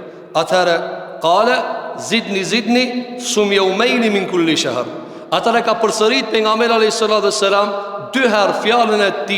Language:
Albanian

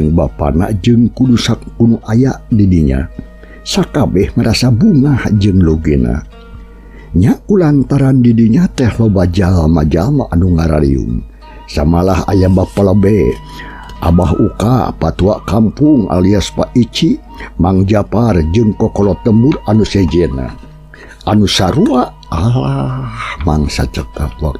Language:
Sundanese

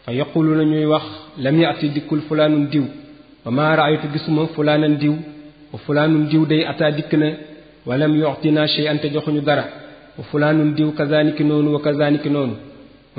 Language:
Wolof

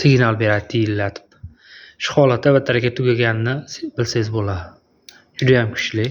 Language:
Uzbek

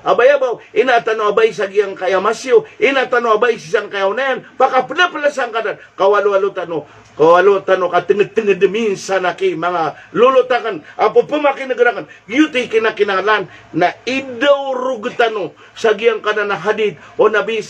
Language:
Maranao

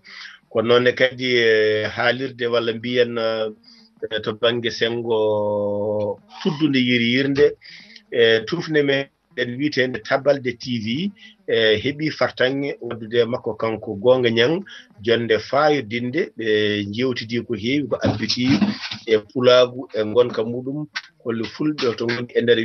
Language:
Fula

